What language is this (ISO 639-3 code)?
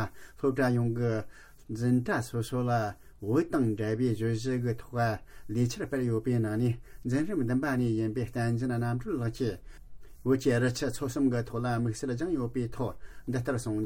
bod